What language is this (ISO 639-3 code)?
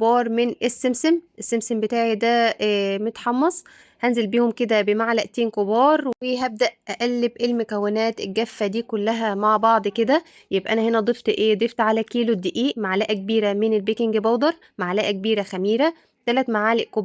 arz